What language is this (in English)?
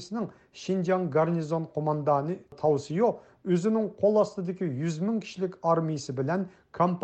Uyghur